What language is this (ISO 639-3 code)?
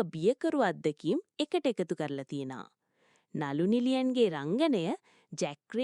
sin